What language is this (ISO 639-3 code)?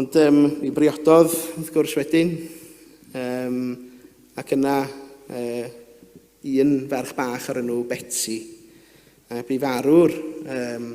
cym